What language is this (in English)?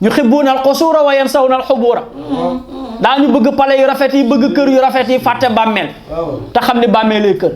Wolof